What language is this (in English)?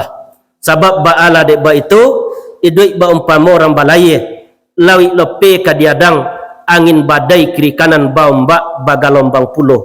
Minangkabau